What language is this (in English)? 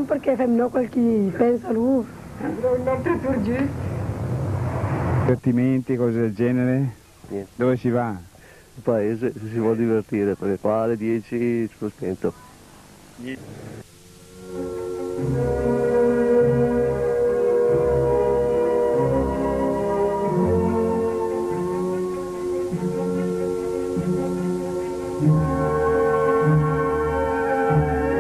Italian